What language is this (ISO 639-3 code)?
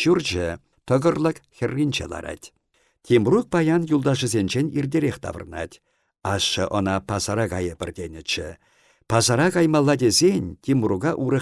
chv